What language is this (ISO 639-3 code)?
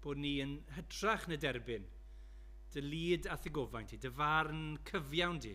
cym